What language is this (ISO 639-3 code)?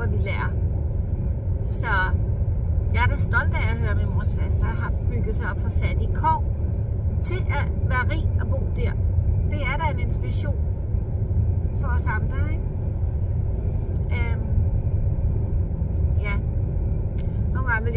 dan